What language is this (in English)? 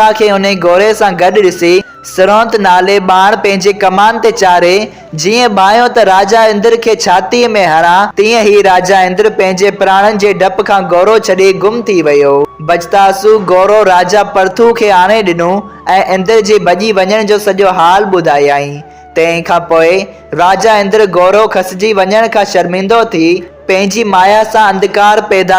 Sindhi